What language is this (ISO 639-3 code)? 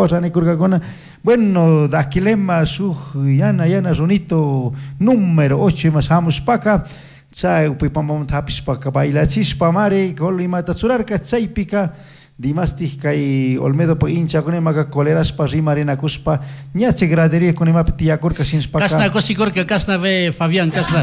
qug